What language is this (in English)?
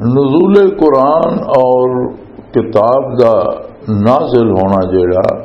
Western Panjabi